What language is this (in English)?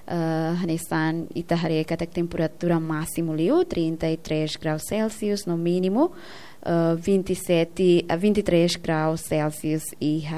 Tetum